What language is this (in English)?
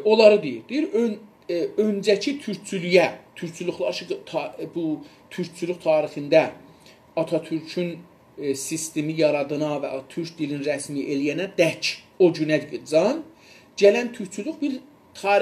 South Azerbaijani